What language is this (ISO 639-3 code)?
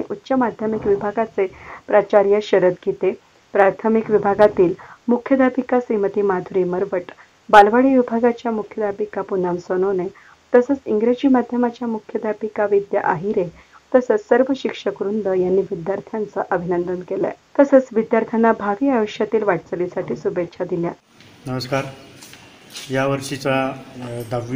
mar